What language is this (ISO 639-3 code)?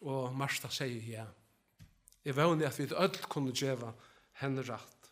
fao